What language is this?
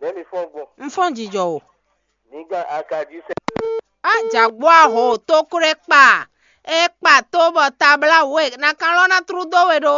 Fon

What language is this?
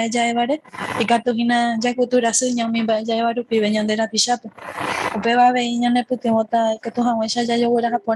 Guarani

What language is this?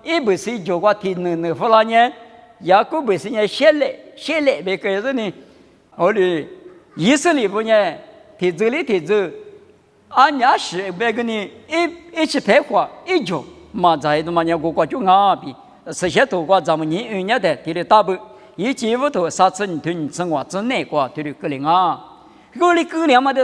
Lisu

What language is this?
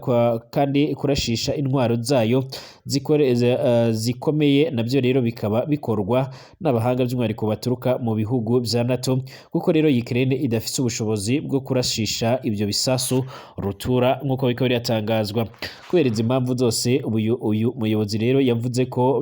Rundi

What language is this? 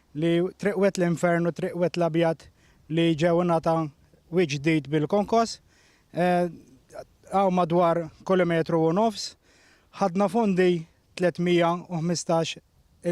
Maltese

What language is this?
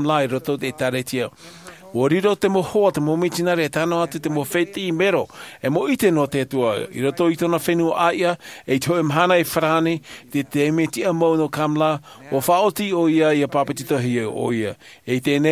Tahitian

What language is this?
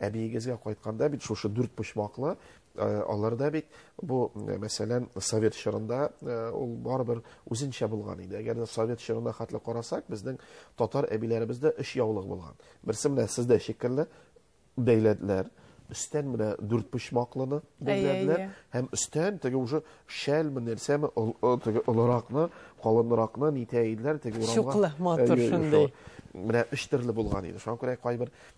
Tatar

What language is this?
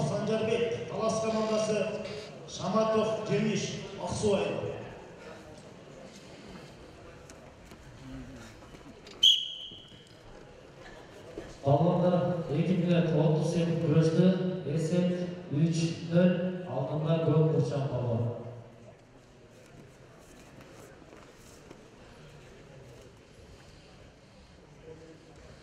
Kazakh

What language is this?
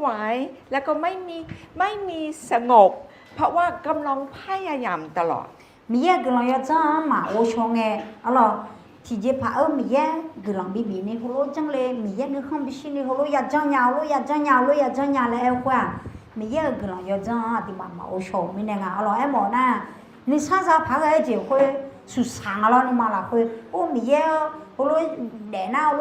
Akha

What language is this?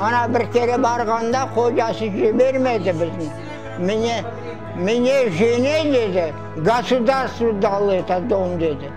Crimean Tatar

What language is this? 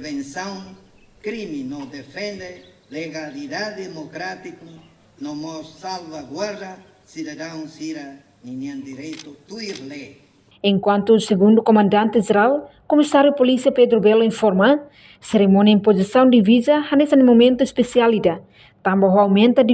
Tetum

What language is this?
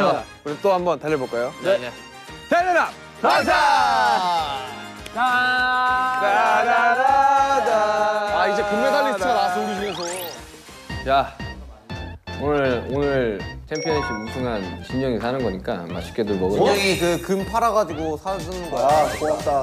Korean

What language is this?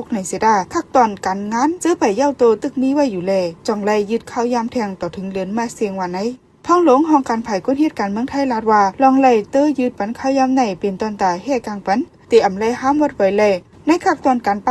Shan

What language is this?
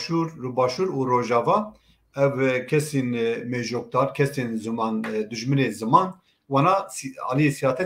Kurdish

